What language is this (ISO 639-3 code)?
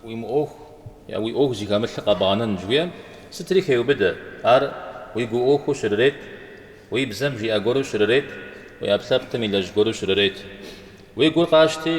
kbd